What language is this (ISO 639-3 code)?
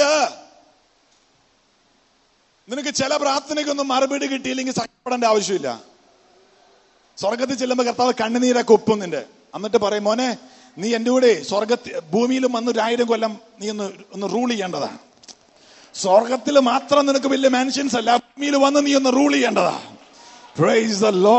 mal